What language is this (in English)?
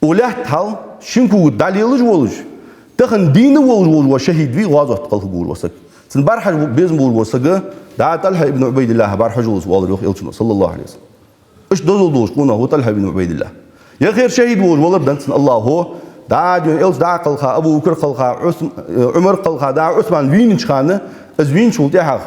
Ingush